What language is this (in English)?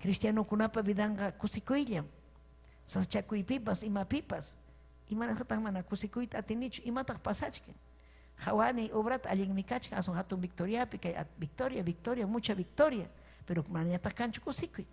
Ayacucho Quechua